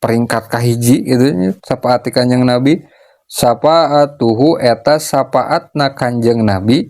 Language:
Sundanese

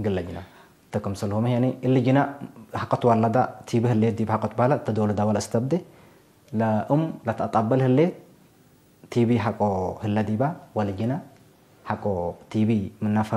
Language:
Tigre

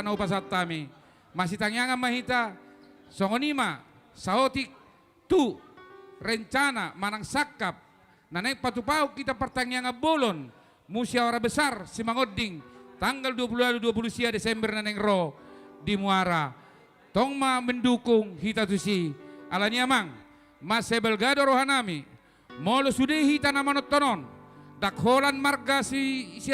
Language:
Batak Toba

